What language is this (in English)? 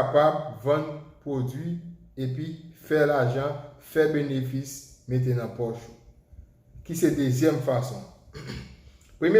Haitian Creole